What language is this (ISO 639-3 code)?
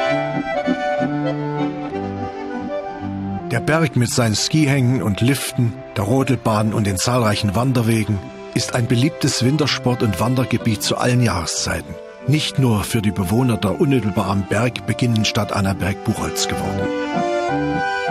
deu